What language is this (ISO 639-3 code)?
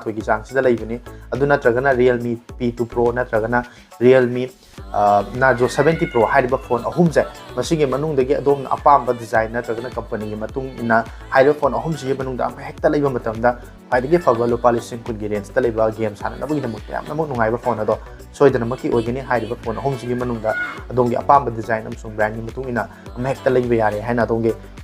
mni